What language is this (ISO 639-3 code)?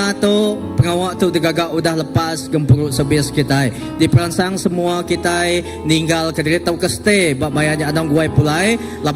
iba